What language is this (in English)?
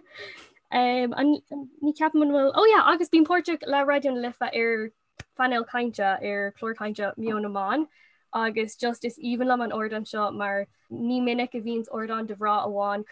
Irish